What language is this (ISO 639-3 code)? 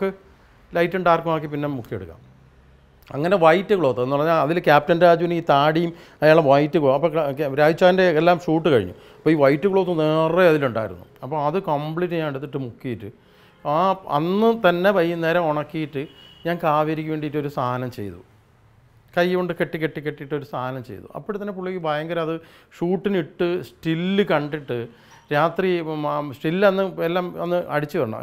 mal